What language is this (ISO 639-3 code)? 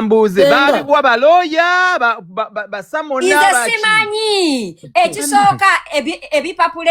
lug